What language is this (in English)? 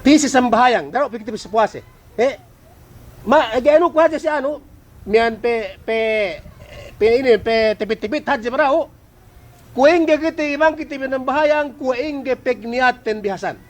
Yakan